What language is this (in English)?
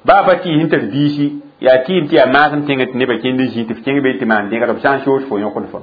Mossi